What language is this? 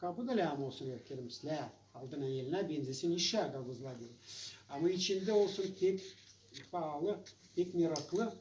Gagauz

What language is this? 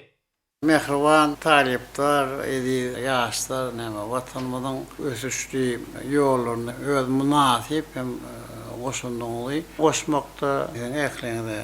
Turkmen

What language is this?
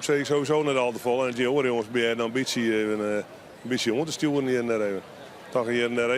Western Frisian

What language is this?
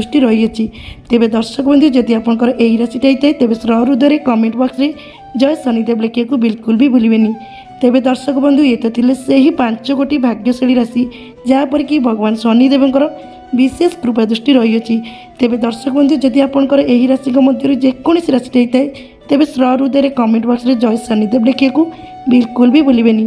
Odia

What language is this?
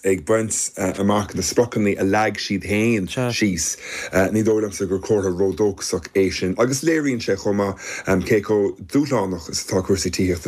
Irish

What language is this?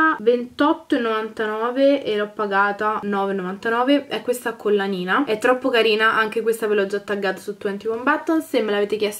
Italian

